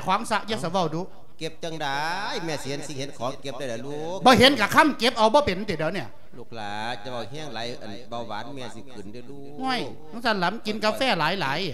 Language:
Lao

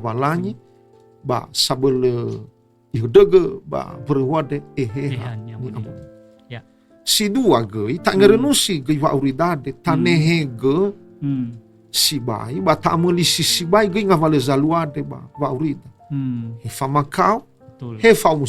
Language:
Nias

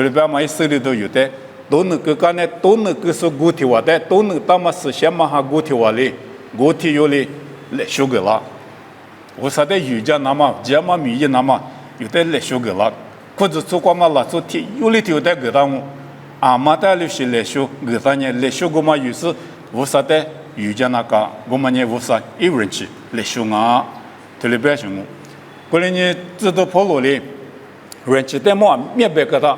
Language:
Lisu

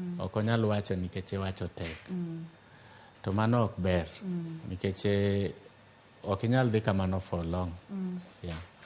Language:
Luo (Kenya and Tanzania)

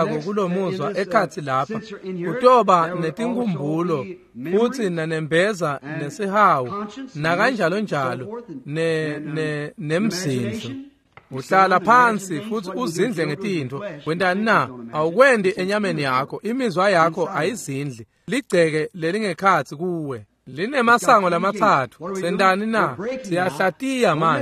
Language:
Swati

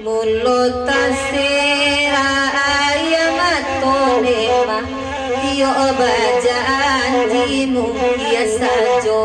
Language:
Minangkabau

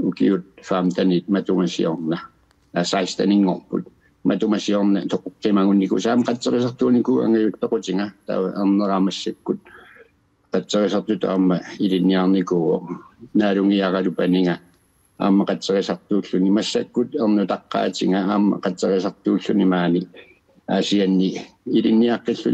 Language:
Kalaallisut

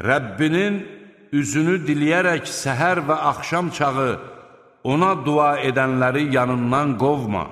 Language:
Azerbaijani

